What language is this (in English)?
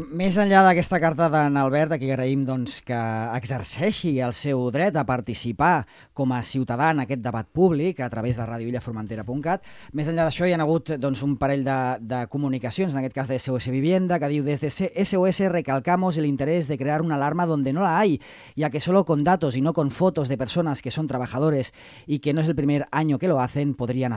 Catalan